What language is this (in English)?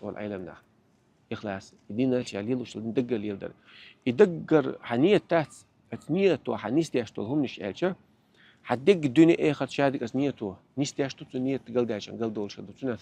Chechen